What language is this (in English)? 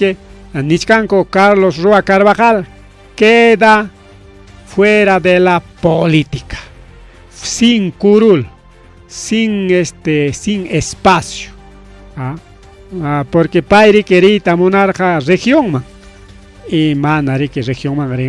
Ayacucho Quechua